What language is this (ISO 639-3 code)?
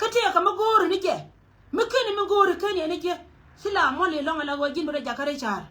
nus